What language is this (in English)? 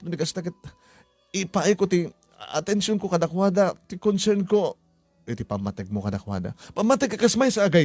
Iloko